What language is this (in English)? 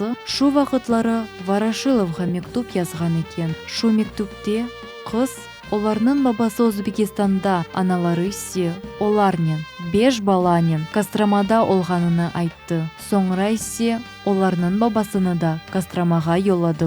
Crimean Tatar